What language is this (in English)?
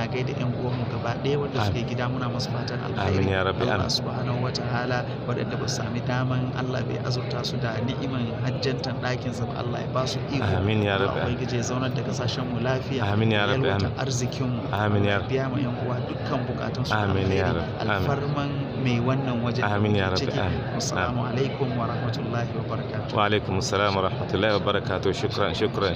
Hausa